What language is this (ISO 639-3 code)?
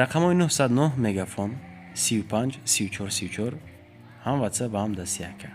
tgk